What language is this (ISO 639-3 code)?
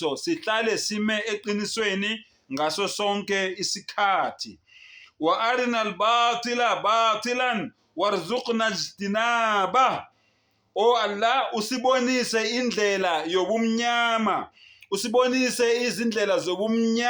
zul